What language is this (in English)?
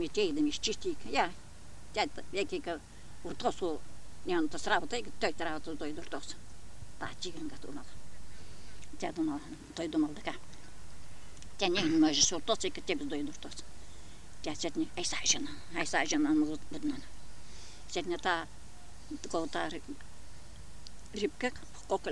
Bulgarian